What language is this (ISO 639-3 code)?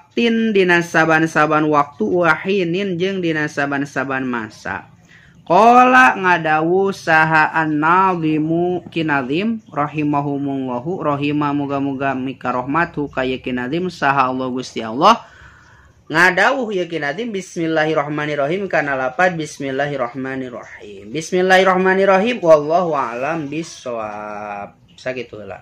sun